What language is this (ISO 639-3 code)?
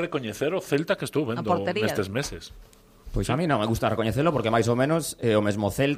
glg